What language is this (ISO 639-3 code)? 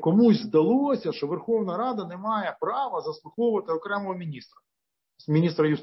ukr